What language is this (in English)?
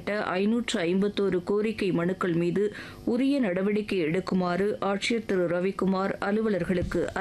Tamil